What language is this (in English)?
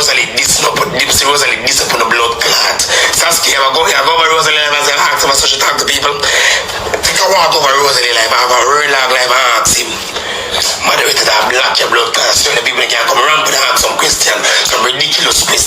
Jamaican Creole English